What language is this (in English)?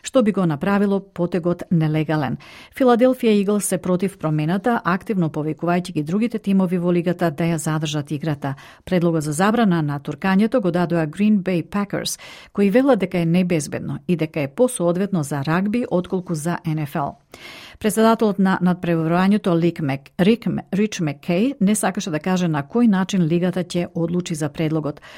Macedonian